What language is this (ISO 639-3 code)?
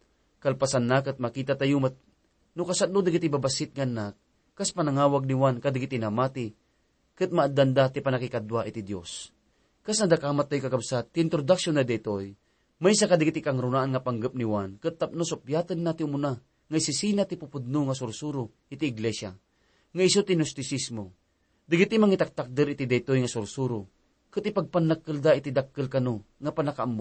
ilo